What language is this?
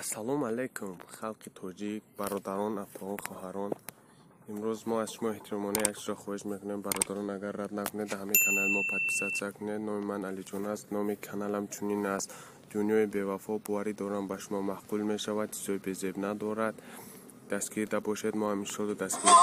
Tajik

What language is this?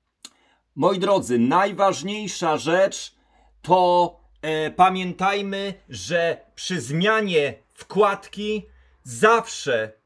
Polish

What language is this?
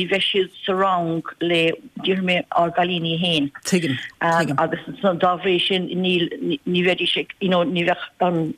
Irish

